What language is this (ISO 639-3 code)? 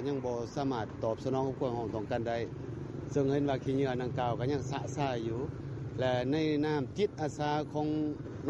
lao